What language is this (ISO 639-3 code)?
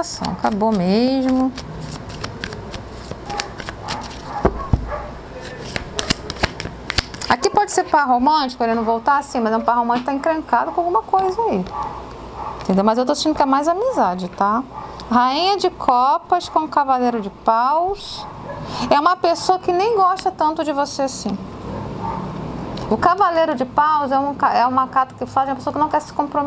por